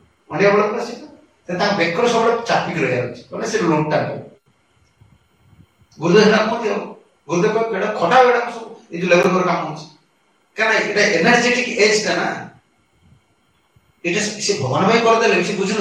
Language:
Odia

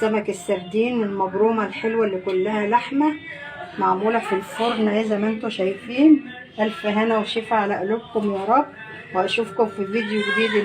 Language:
Egyptian Arabic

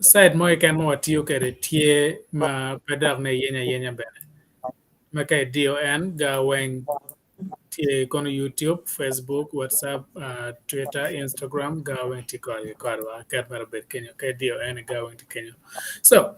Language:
Acoli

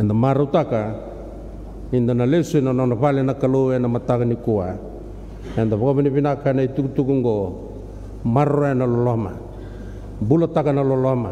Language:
Fijian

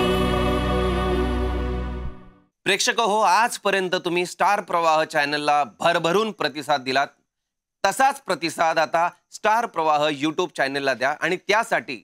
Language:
Marathi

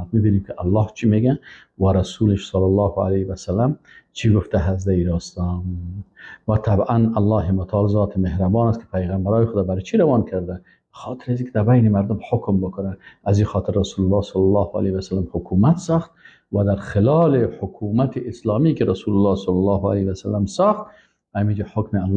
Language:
Persian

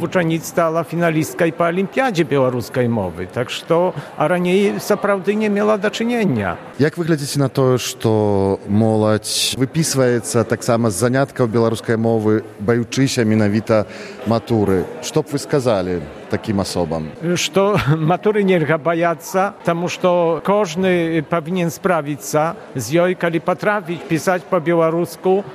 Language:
Belarusian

